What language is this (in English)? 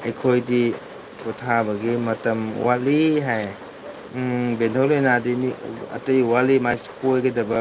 Manipuri